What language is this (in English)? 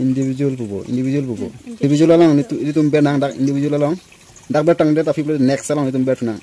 Karbi